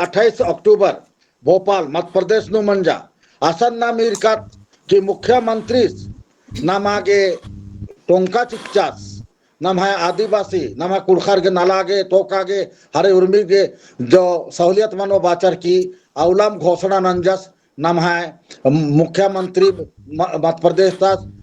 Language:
Kurukh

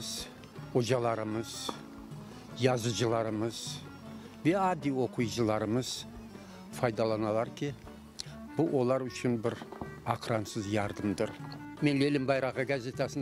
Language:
Crimean Tatar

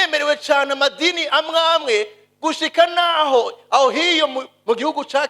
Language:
Rundi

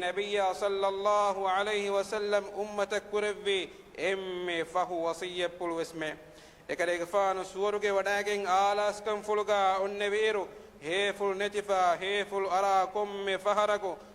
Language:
Divehi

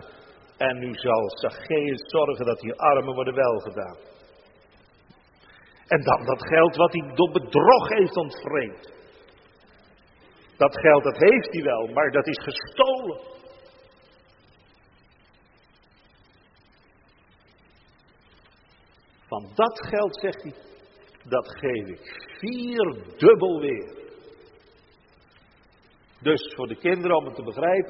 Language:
Dutch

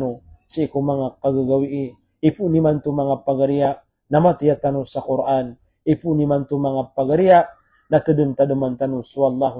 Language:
Maranao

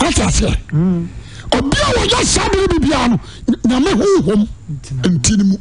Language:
Akan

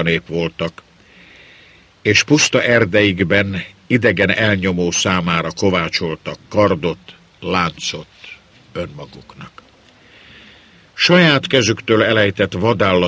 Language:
Hungarian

